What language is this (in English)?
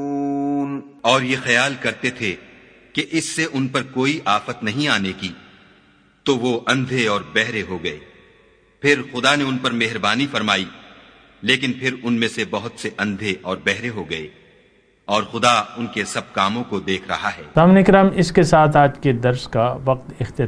Urdu